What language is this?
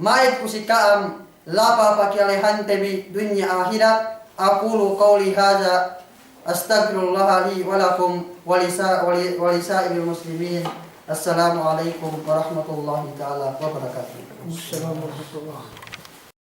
Yakan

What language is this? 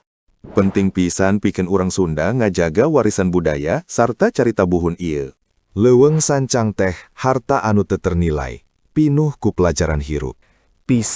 Sundanese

